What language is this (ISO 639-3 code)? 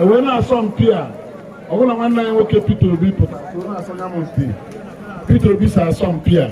ibo